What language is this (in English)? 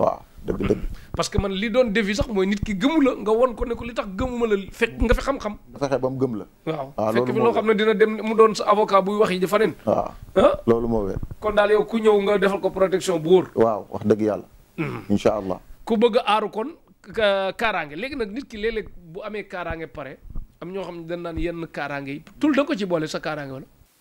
Wolof